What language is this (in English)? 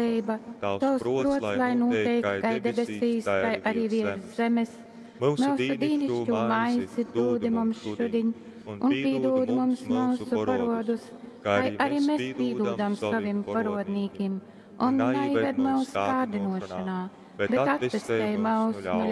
Latgalian